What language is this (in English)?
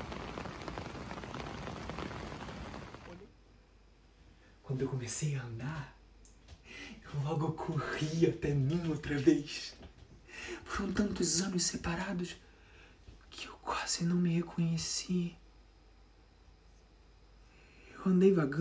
Portuguese